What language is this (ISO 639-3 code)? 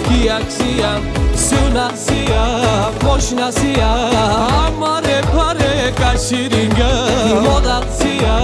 ron